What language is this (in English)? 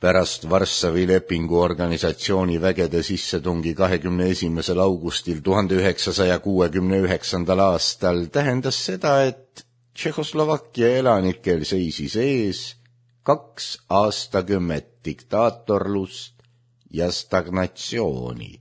Estonian